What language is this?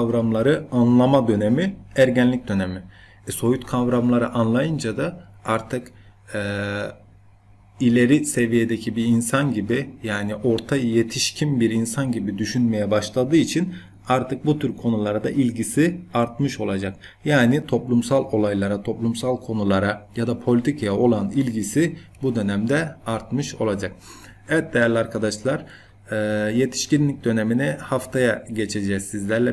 Turkish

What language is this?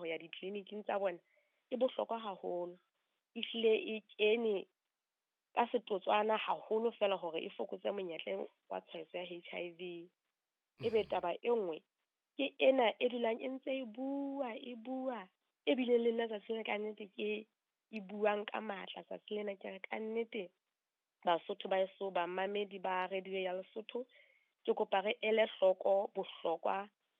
Southern Sotho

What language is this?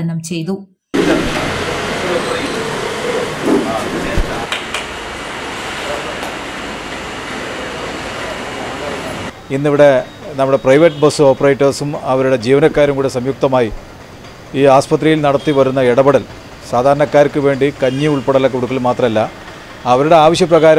Malayalam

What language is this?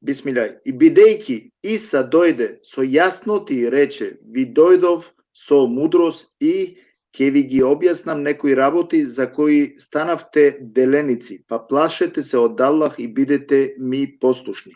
Balkan Romani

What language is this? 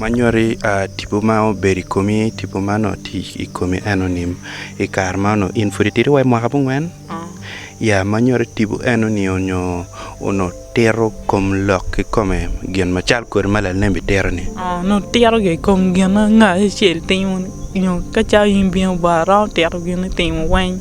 Acoli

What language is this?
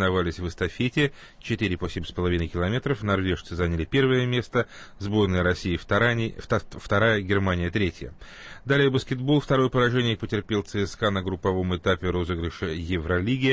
Russian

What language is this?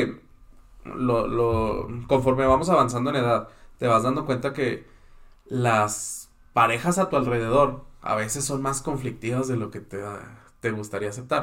Spanish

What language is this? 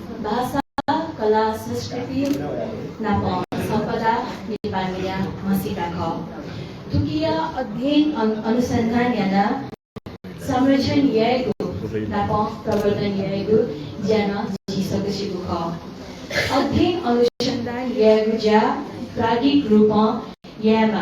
Newari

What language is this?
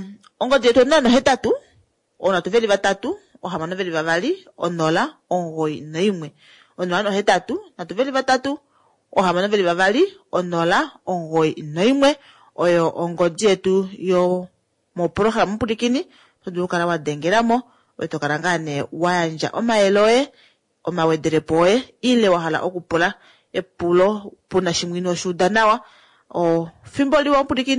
Kuanyama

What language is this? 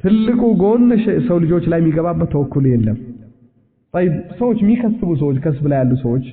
Amharic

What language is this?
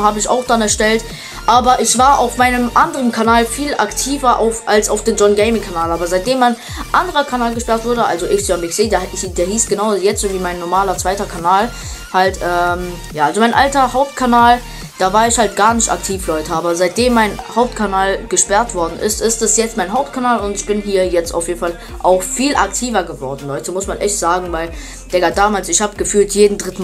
German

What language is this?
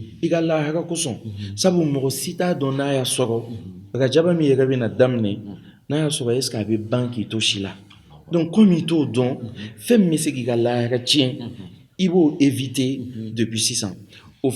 Bambara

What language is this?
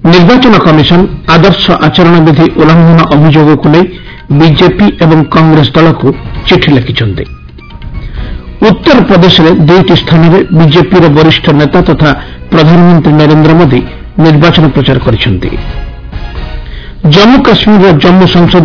Odia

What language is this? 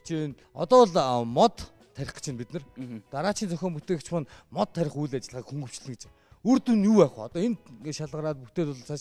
Mongolian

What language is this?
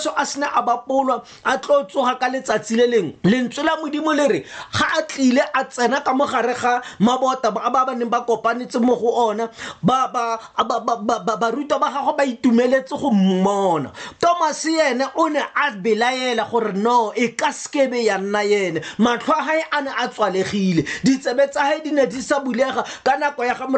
Tswana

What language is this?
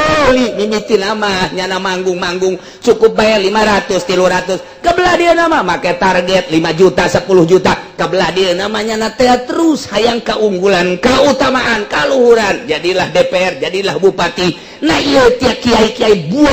Sundanese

